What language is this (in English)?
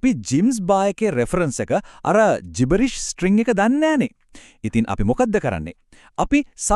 Sinhala